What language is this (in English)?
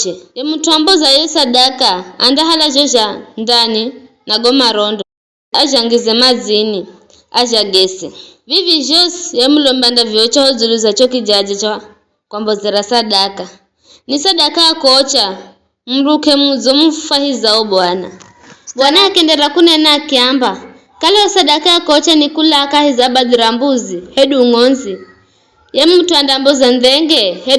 Giryama